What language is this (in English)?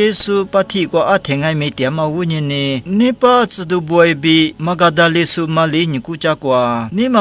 Lisu